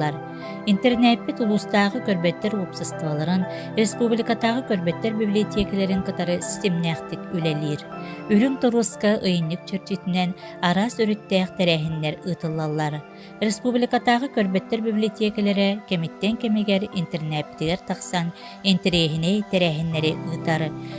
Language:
Yakut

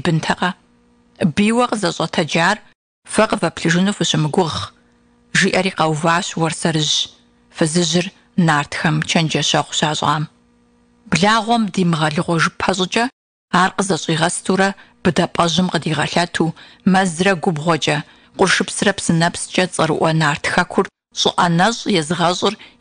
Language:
Kabardian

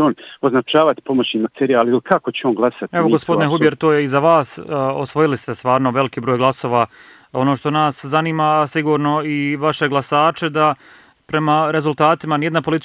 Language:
Bosnian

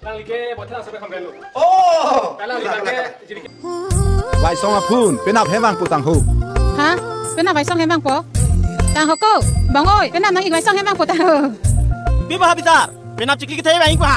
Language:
Karbi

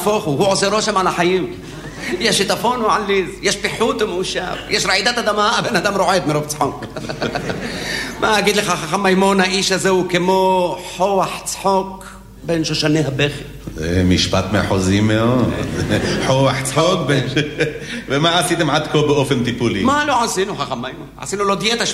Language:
Hebrew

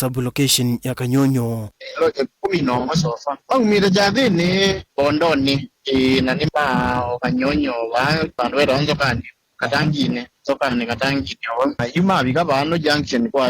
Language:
Kamba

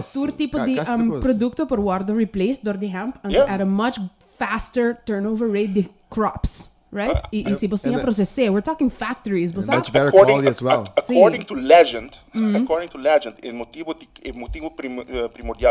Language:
Papiamento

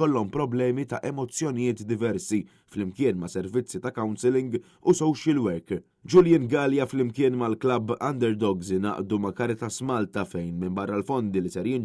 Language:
Maltese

